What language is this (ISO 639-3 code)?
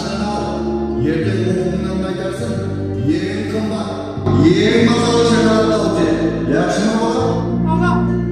kaa